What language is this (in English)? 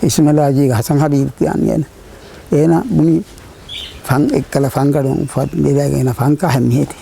Divehi